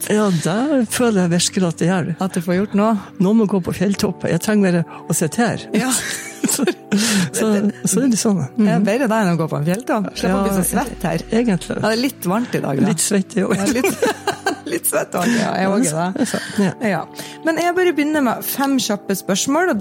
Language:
Norwegian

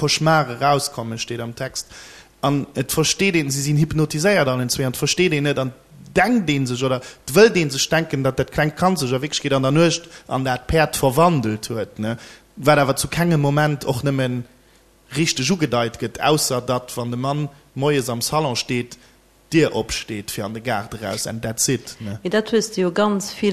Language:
Luxembourgish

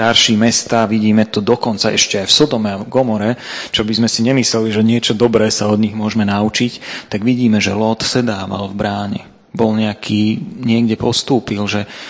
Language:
Slovak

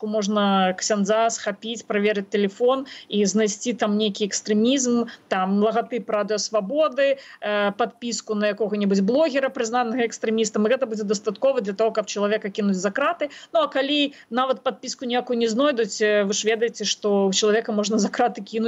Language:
Belarusian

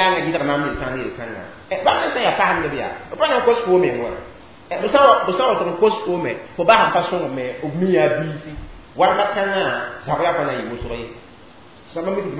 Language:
Mossi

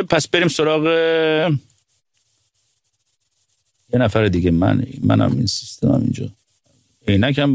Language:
Persian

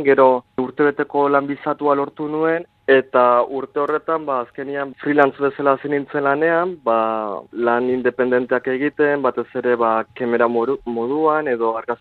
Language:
Basque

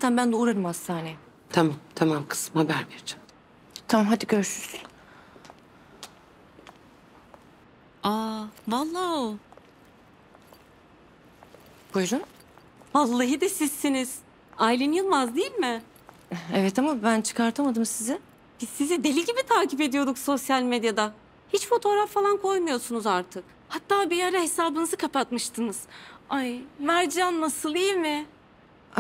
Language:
Turkish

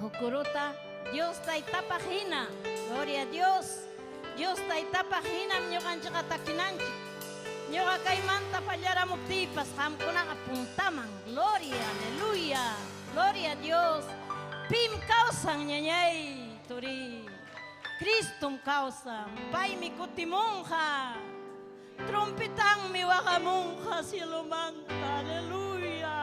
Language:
Ayacucho Quechua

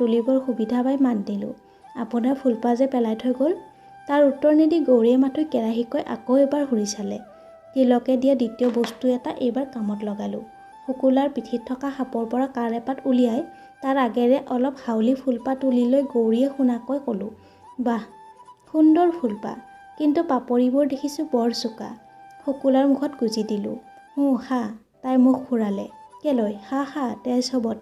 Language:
Assamese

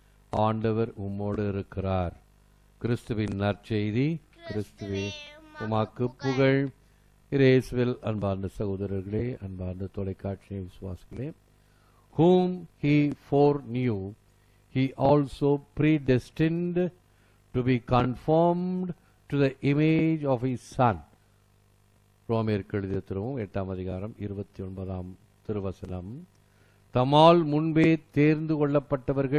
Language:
Tamil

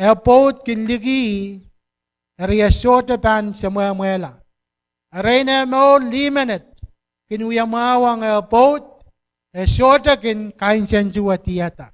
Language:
Pohnpeian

